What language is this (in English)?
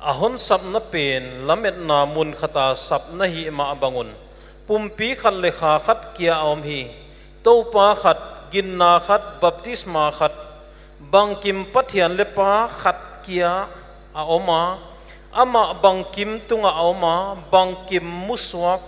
Paite Chin